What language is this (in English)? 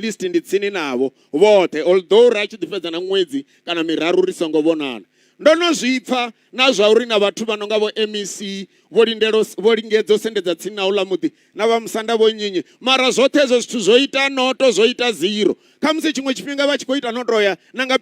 Venda